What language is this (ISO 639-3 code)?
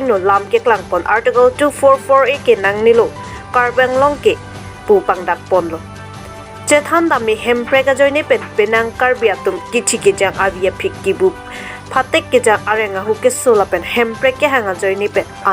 mjw